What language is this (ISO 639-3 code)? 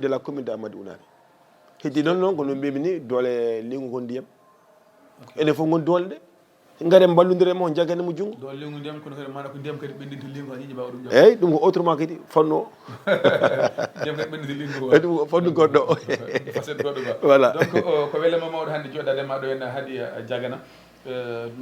ful